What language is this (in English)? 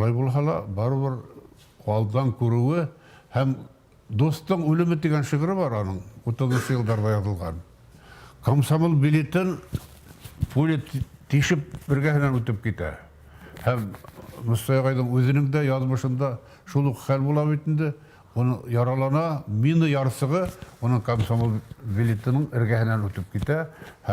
Bashkir